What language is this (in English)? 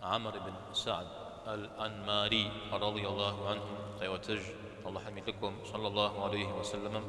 Kabardian